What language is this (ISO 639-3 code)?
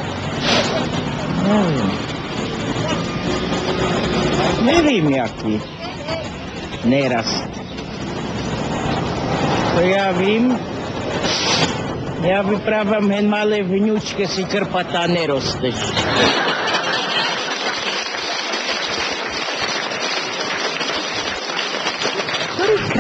slk